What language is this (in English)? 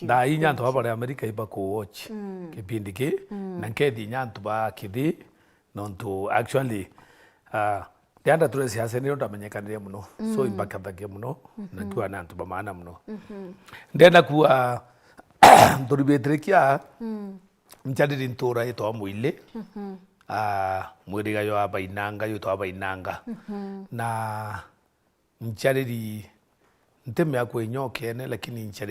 Meru